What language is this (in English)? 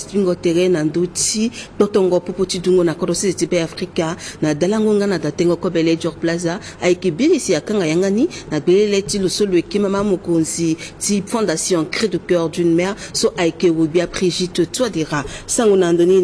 Sango